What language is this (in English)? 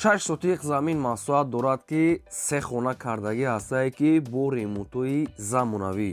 Tajik